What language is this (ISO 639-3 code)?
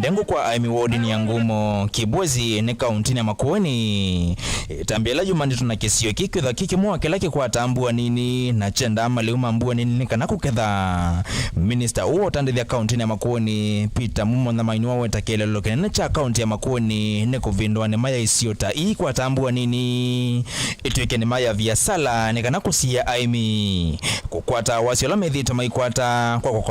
kam